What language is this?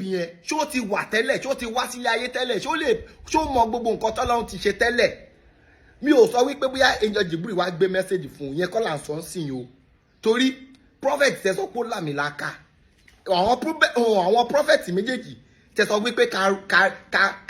Yoruba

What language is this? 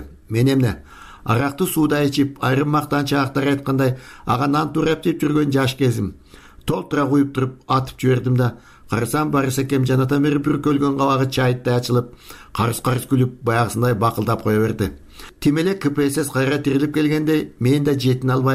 Kyrgyz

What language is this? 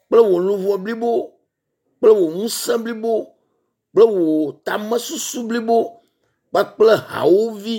Ewe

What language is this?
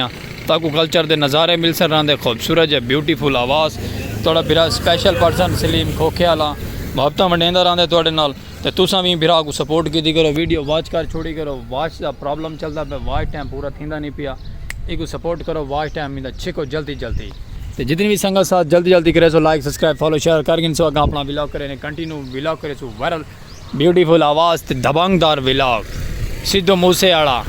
Saraiki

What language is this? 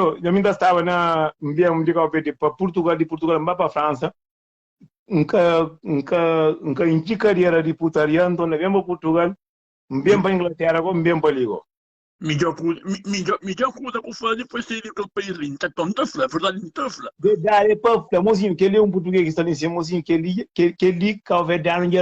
Kabuverdianu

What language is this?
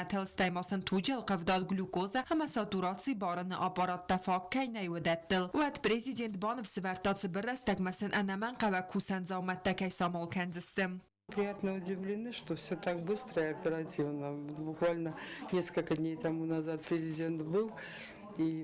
Ossetic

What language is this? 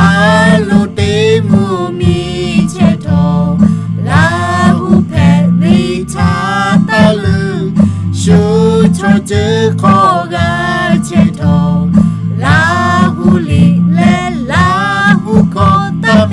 Lahu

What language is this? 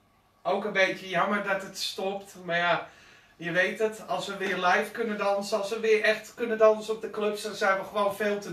Dutch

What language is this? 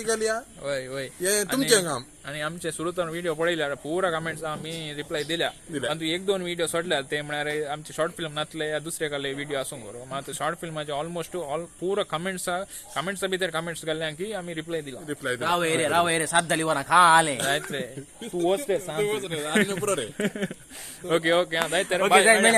Konkani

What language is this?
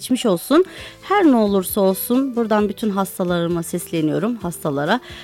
Turkish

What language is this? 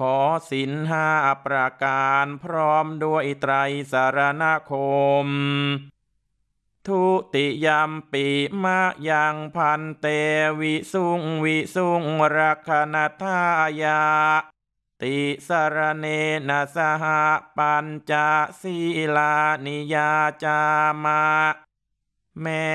Thai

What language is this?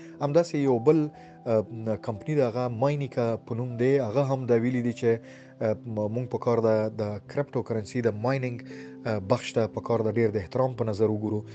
Pashto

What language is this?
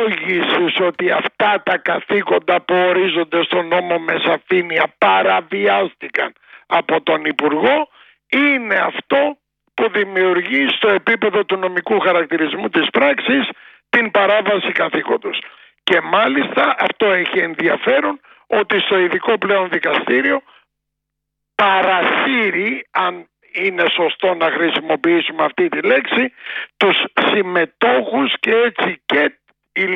Greek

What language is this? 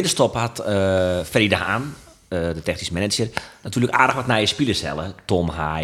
Western Frisian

